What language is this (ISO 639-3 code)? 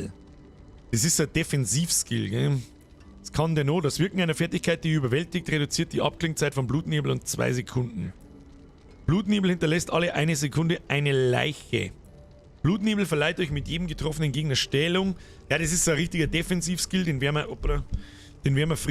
bar